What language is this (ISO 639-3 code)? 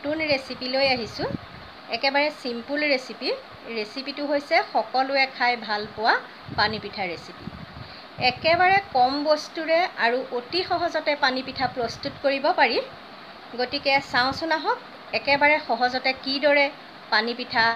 asm